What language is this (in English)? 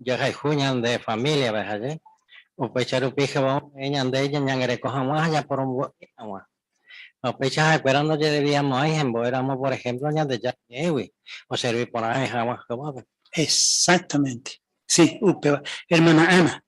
Guarani